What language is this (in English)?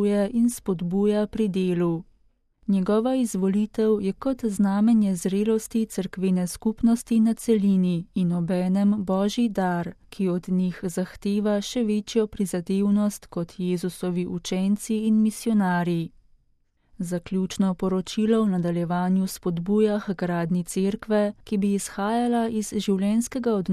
Slovenian